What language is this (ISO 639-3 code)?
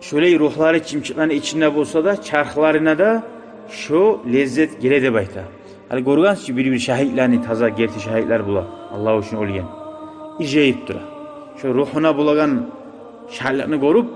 kum